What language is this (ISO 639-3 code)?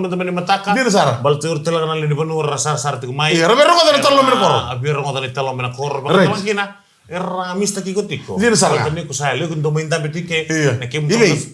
fij